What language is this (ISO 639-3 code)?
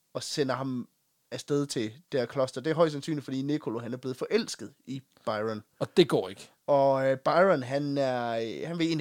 dan